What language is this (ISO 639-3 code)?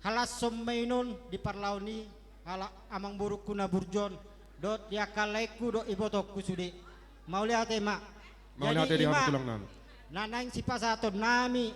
bbc